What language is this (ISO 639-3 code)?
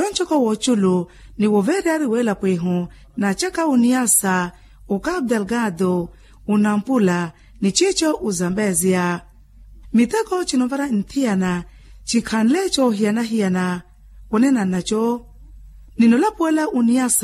vmw